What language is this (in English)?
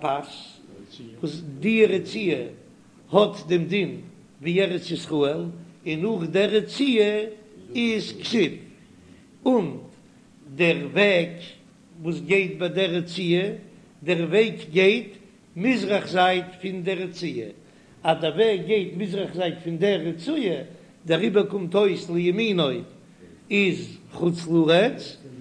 Yiddish